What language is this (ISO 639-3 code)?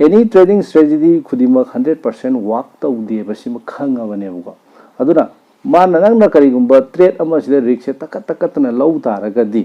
mni